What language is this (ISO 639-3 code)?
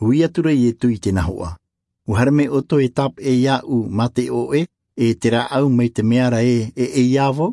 tah